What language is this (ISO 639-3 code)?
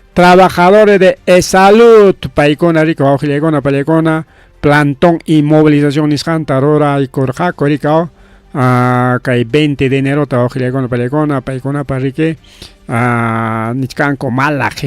quy